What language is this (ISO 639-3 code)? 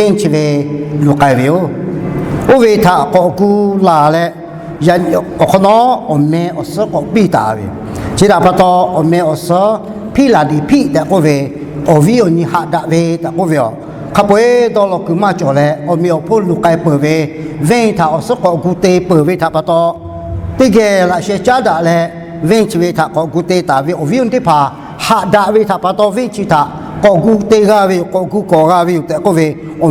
lhu